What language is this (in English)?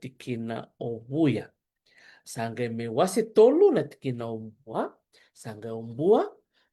Fijian